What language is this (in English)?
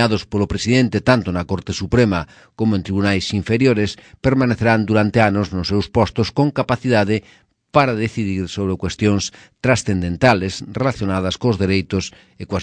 Galician